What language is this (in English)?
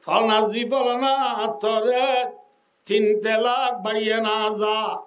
Rohingya